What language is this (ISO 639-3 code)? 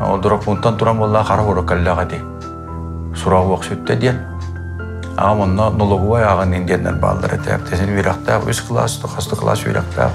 sah